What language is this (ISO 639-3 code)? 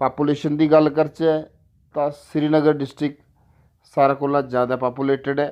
doi